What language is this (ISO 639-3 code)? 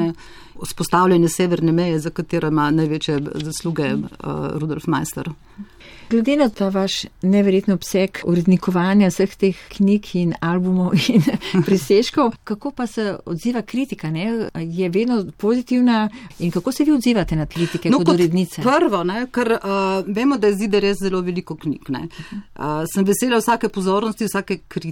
slv